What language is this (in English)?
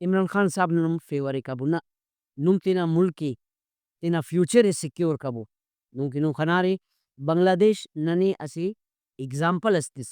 Brahui